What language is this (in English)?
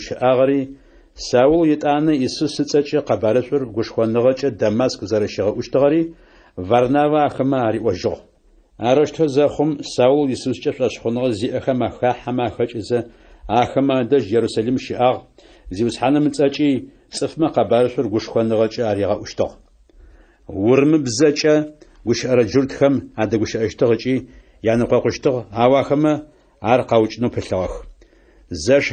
Adyghe